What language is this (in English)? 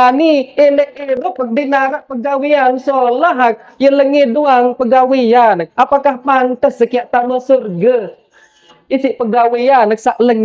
Sasak